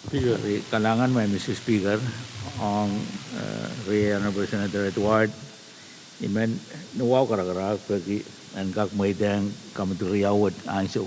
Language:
Pohnpeian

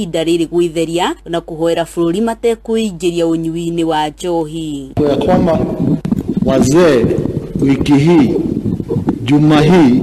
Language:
Kikuyu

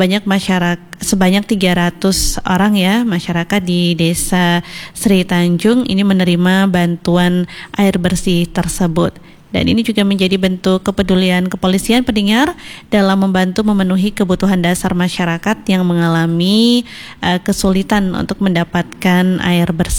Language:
Indonesian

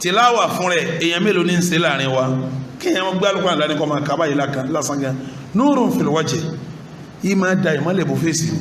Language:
Yoruba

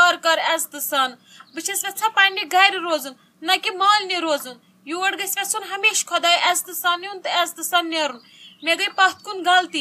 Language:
Kashmiri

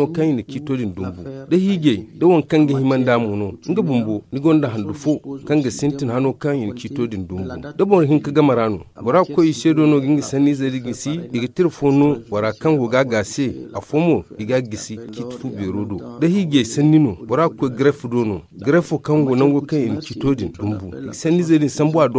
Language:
Zarma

